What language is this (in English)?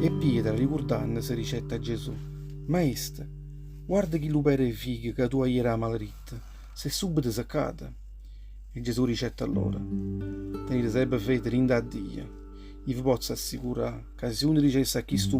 Neapolitan